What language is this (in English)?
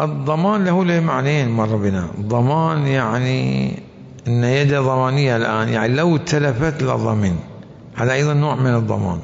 Mesopotamian Arabic